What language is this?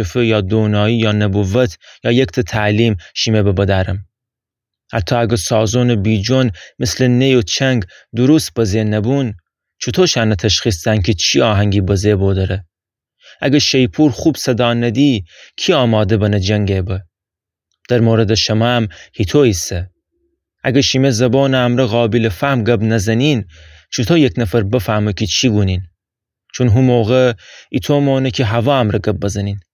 Gilaki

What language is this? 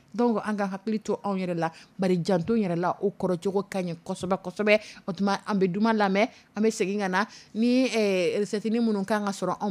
Dyula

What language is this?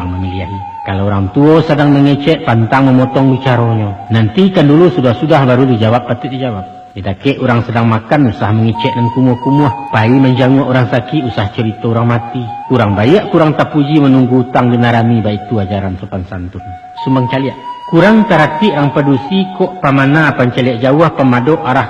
Minangkabau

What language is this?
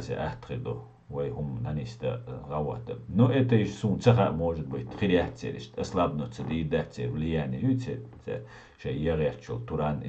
Chechen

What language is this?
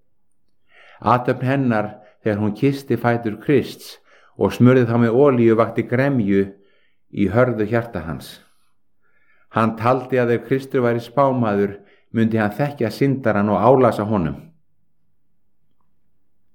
Icelandic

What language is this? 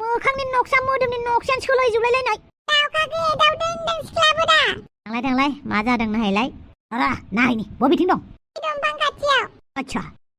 Bodo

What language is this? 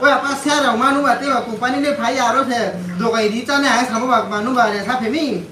Riang (India)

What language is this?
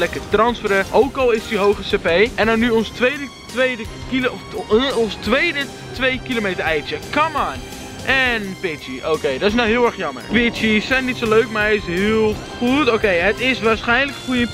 Dutch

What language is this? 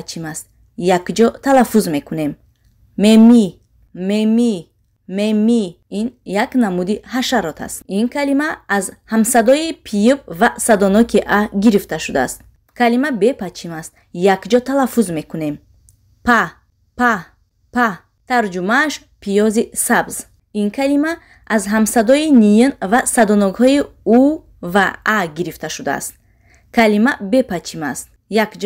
Tajik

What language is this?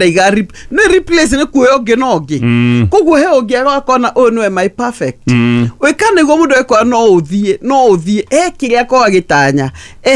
Kikuyu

